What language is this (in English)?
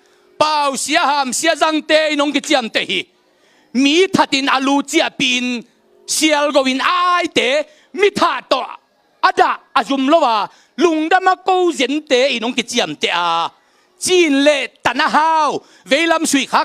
Tedim Chin